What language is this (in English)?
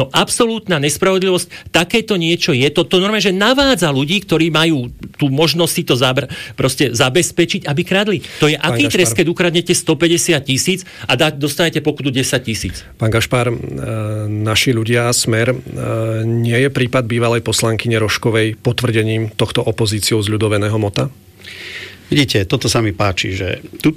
Slovak